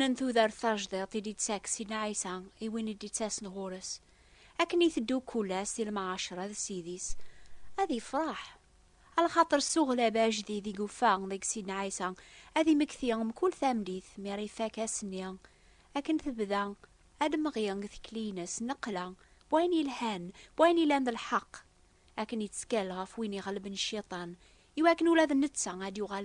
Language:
Kabyle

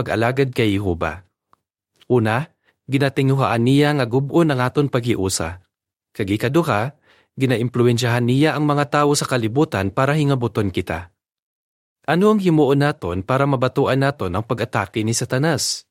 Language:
Hiligaynon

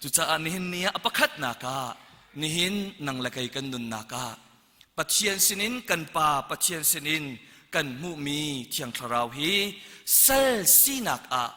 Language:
Hakha Chin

